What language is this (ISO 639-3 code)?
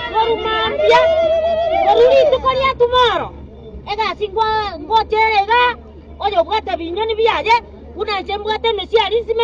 guz